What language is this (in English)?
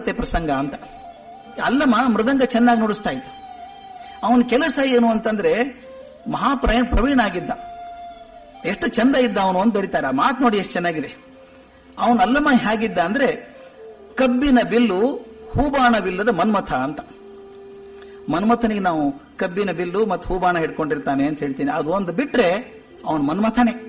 Kannada